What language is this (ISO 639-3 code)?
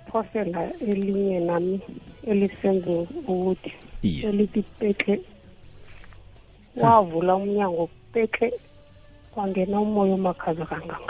nbl